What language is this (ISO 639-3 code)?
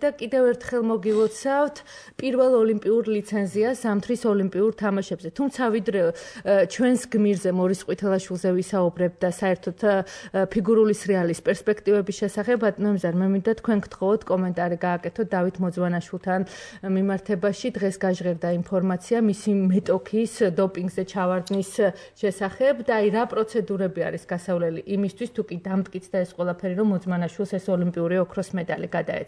kat